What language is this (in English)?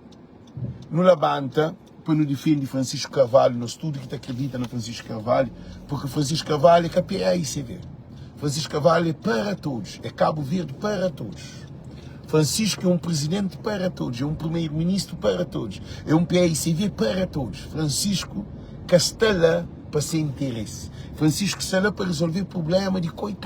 Kabuverdianu